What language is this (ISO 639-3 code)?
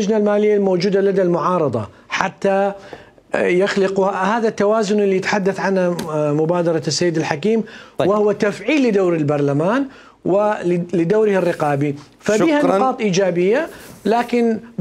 acm